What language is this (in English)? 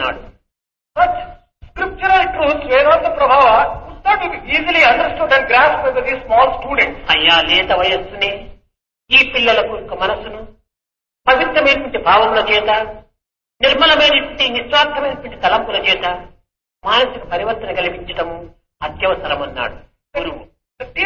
Telugu